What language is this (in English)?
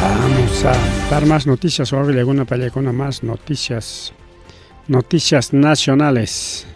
Ayacucho Quechua